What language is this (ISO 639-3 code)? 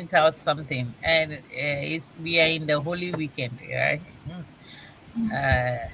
ewe